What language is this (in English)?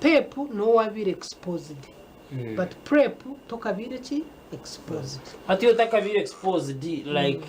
Nyankole